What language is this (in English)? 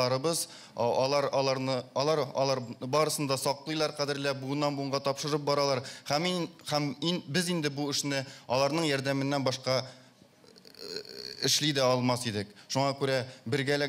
Tatar